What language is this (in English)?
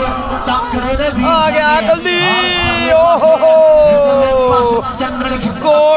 Punjabi